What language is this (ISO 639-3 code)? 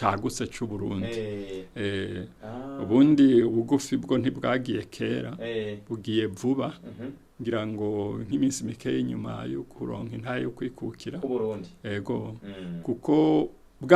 run